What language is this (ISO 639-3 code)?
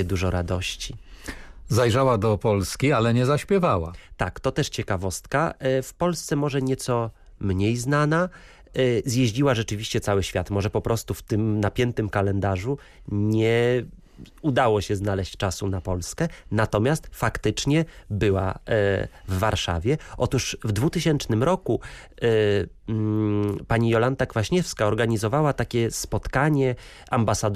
pol